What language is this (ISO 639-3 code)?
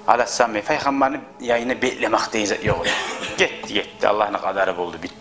kum